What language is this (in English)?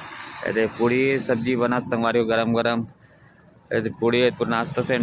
Chhattisgarhi